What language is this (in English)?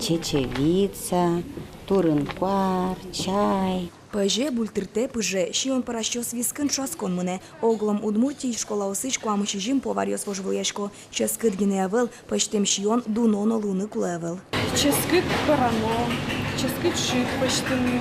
Udmurt